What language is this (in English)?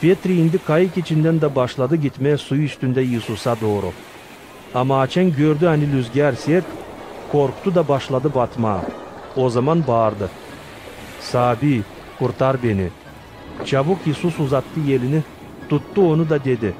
Gagauz